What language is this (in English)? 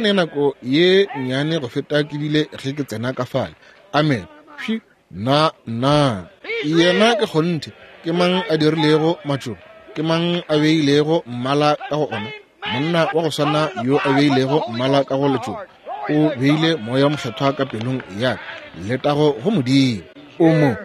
Northern Sotho